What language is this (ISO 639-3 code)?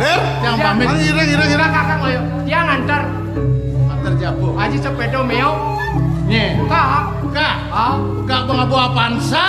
ban